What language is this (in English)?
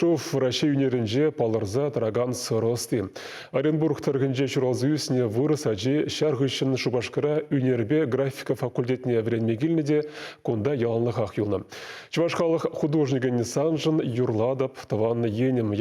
Chuvash